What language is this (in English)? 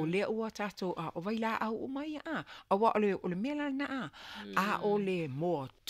Samoan